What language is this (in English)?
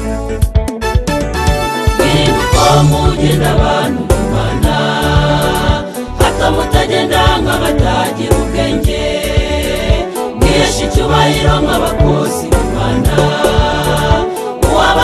Kinyarwanda